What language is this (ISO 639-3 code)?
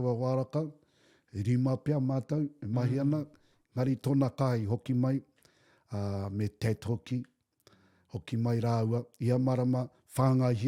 mri